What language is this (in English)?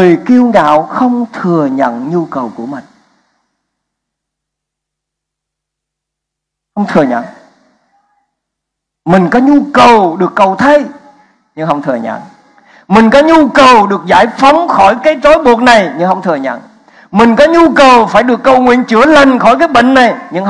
Vietnamese